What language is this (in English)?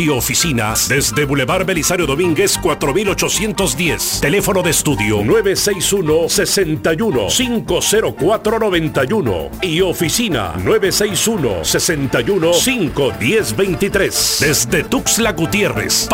Spanish